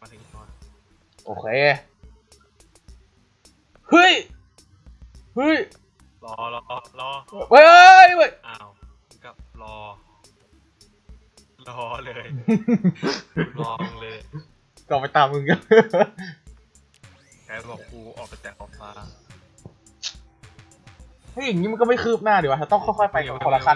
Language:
Thai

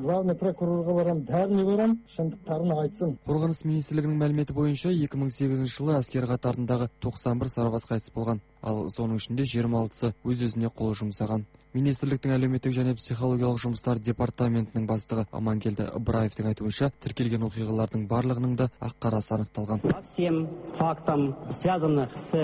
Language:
Kazakh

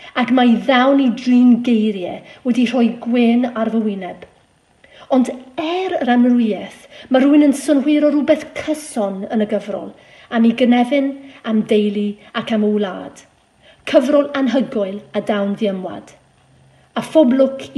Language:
Welsh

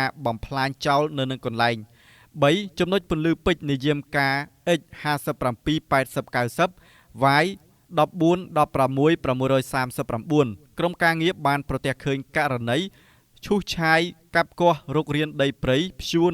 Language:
Khmer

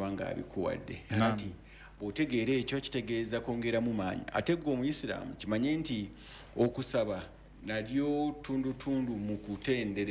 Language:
Ganda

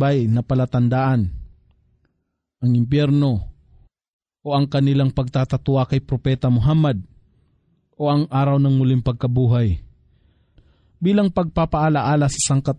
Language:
Filipino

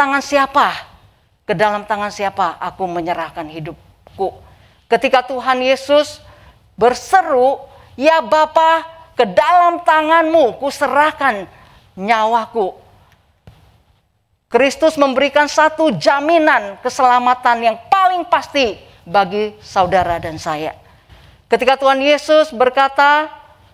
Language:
Indonesian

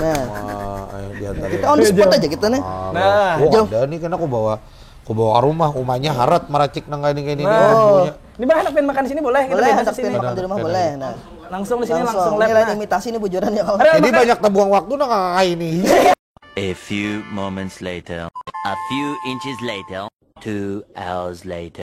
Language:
Banjar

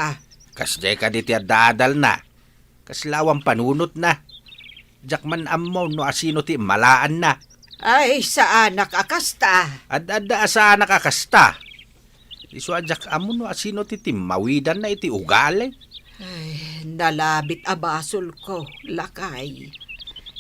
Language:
Iloko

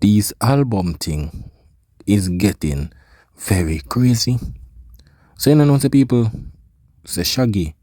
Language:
Jamaican Creole English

